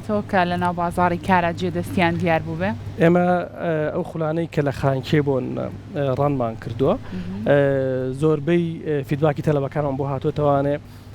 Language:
Central Kurdish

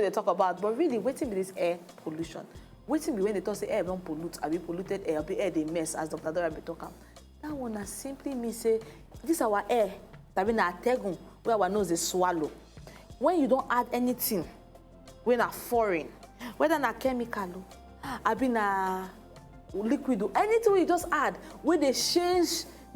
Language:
Nigerian Pidgin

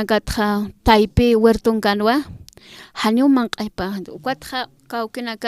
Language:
Aymara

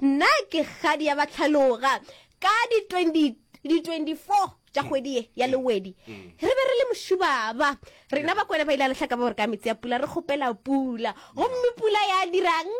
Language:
Northern Sotho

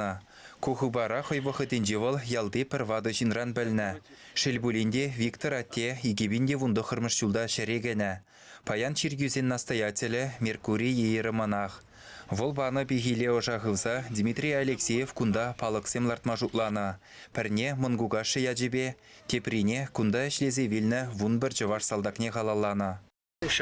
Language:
Chuvash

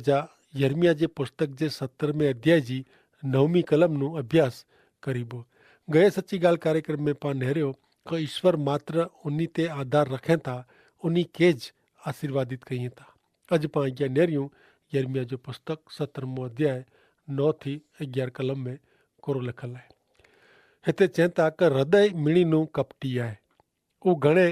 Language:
Kachhi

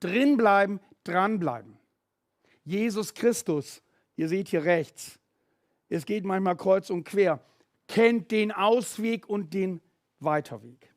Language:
Swiss German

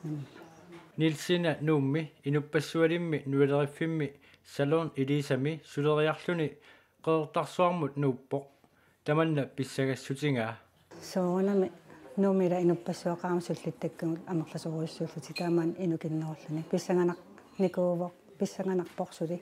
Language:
Kalaallisut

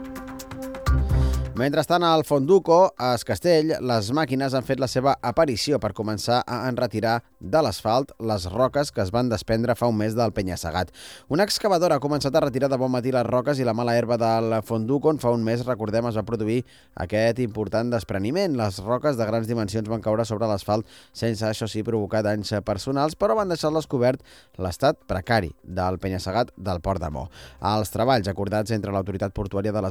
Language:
Catalan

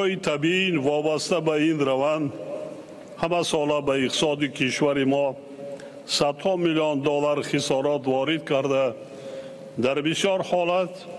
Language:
Tajik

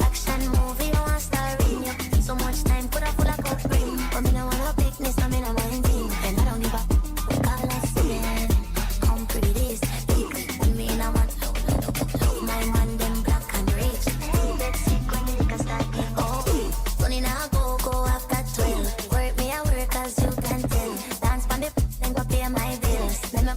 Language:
Jamaican Creole English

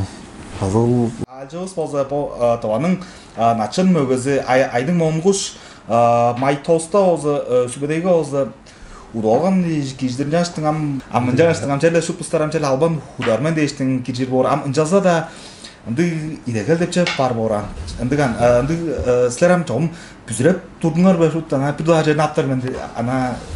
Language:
Tuvinian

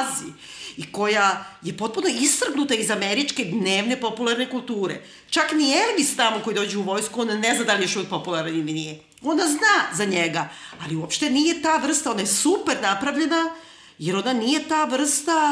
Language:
Serbian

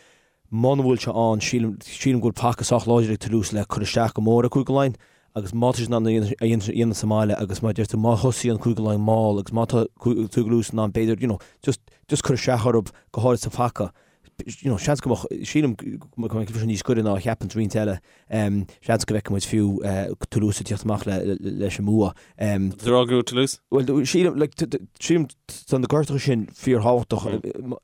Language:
Irish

